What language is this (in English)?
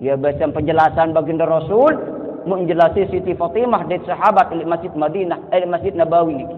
Sasak